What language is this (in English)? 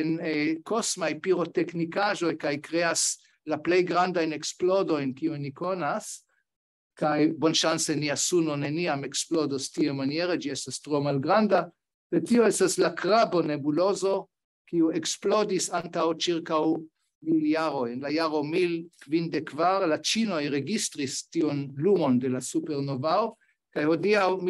Esperanto